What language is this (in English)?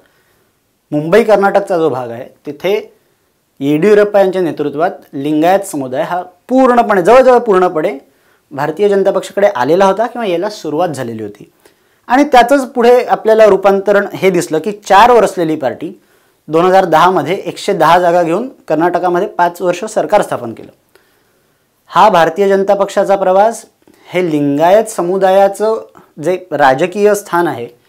Marathi